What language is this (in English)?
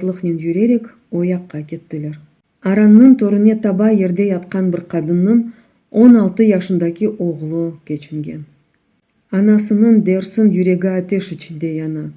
Crimean Tatar